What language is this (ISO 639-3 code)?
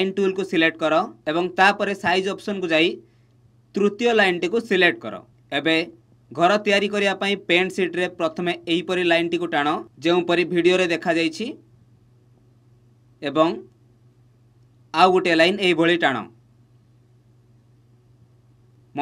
ori